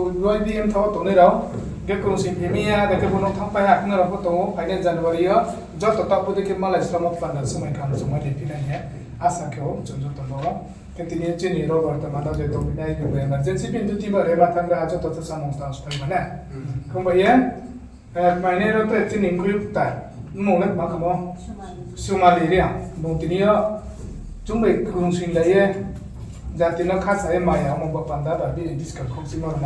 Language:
Riang (India)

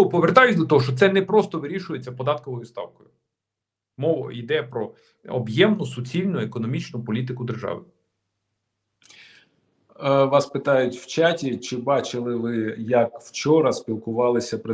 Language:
Ukrainian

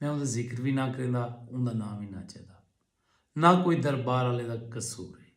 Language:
Saraiki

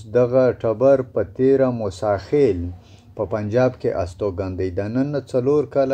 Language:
Pashto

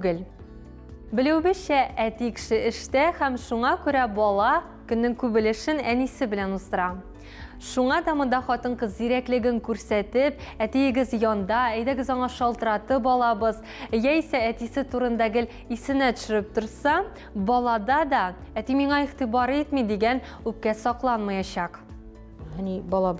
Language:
Tatar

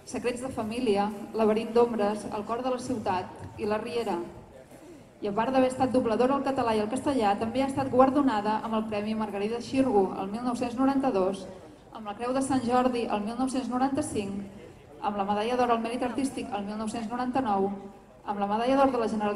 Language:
Catalan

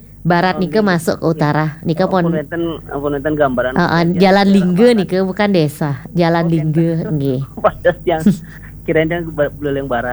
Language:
Balinese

